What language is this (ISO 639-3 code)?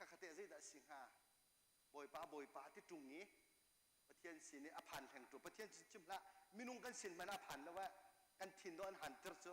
cnh